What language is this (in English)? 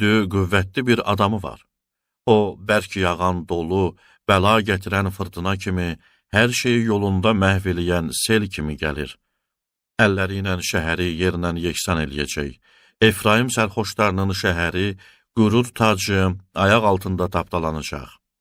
Azerbaijani